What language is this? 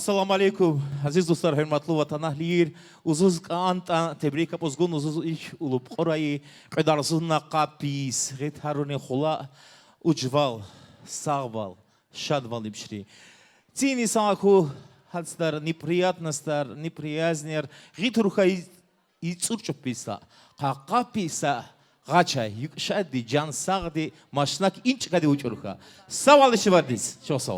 Tabassaran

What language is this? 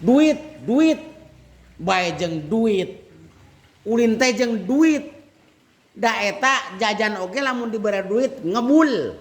Sundanese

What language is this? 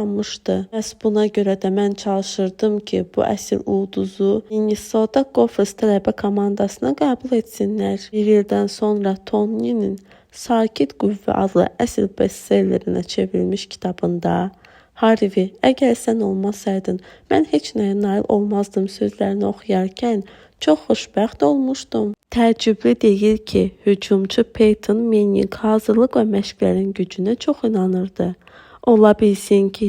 Azerbaijani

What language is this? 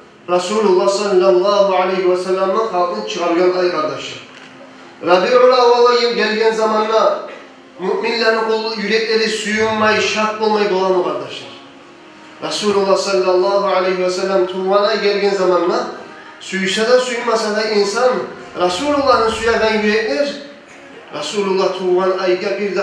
Kumyk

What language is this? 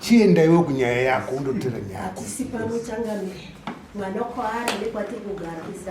Shona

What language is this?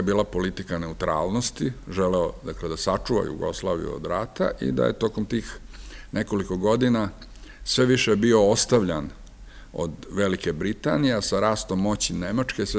Serbian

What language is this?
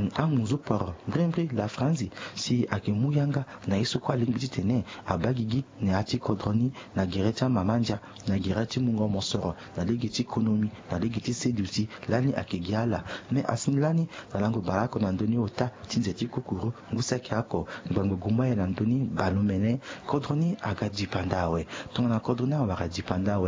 Sango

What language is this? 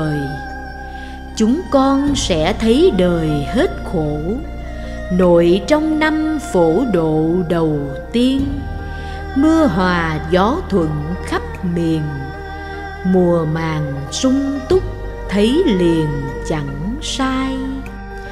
Vietnamese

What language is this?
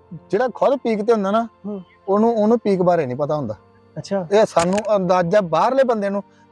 Punjabi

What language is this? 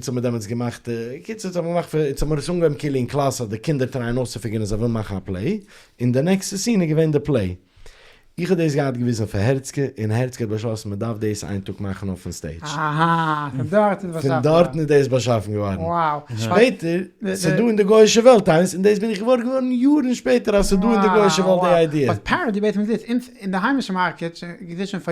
Yiddish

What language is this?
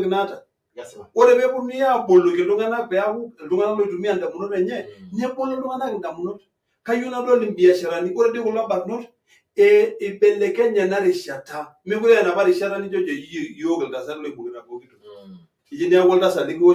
Masai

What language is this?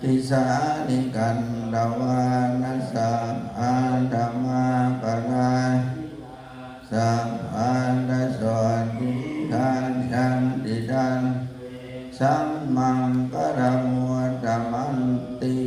Pali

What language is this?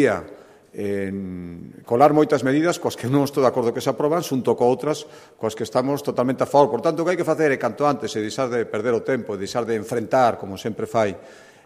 Galician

